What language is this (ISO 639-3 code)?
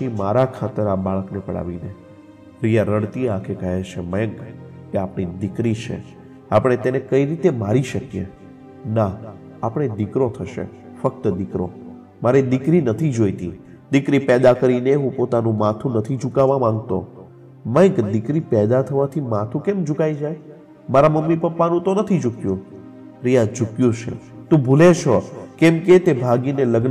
guj